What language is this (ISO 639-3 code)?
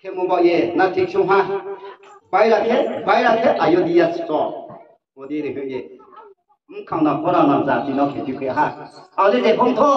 ria